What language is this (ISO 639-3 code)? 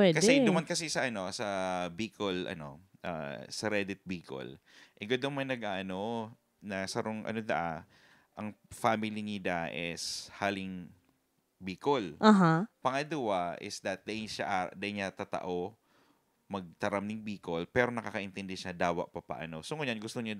bik